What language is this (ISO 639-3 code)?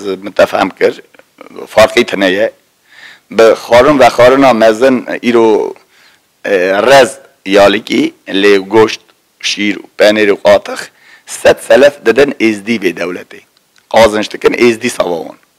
kur